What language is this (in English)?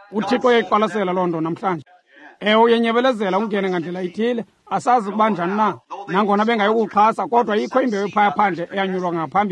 Xhosa